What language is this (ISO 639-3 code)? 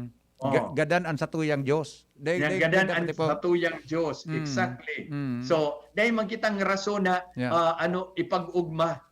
bik